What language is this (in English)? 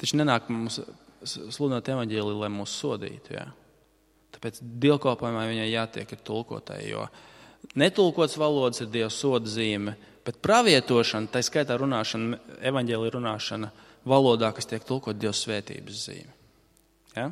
Latvian